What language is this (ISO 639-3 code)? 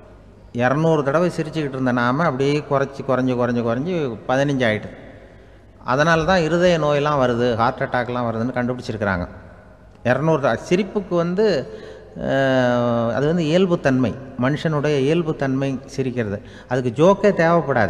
tam